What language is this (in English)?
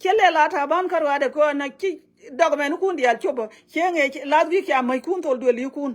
Nuer